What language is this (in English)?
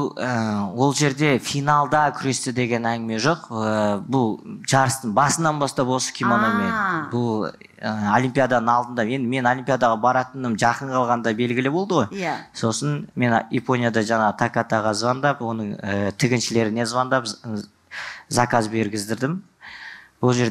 Kazakh